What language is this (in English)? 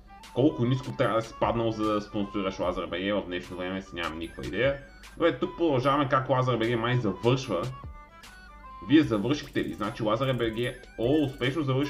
Bulgarian